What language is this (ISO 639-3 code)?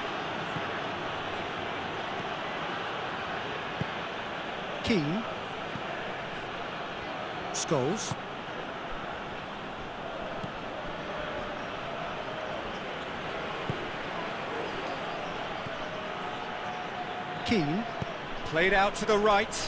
eng